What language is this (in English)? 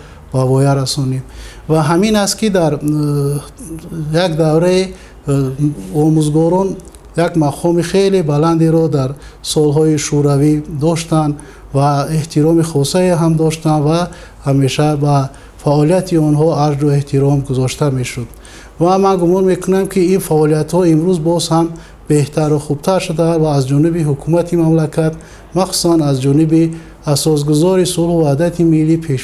Tajik